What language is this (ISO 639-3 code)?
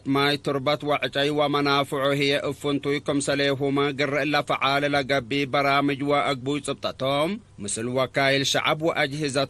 tig